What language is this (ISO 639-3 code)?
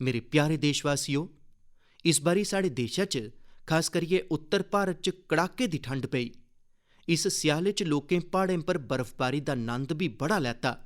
doi